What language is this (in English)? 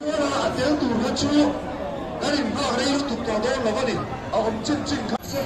Mizo